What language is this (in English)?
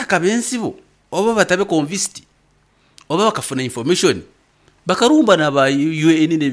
Nyankole